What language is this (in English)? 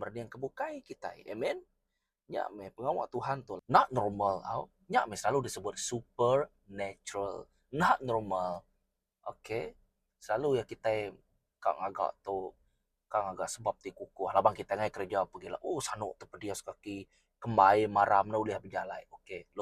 Iban